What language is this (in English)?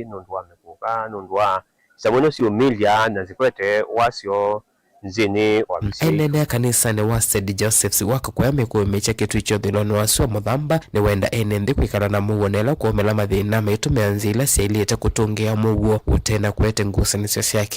Kamba